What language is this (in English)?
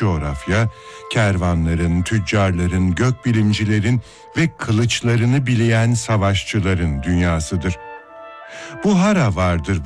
Turkish